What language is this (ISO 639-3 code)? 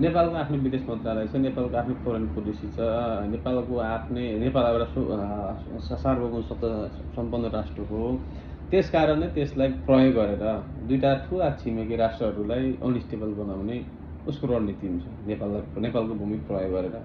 nep